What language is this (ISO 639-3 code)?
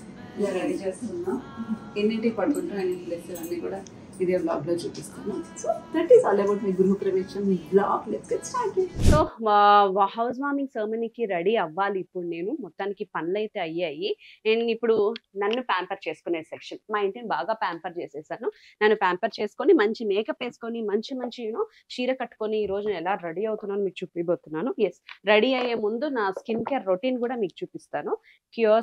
tel